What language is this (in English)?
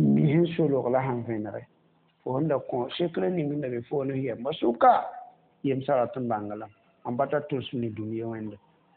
Mossi